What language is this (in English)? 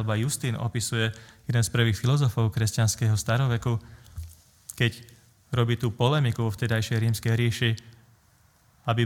Slovak